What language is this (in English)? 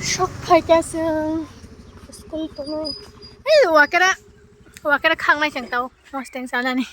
Kok Borok